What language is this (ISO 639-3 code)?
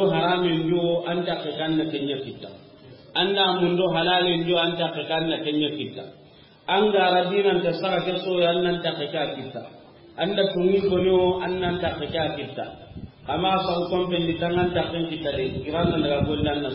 snk